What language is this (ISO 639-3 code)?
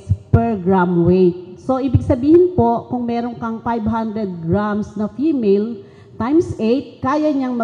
fil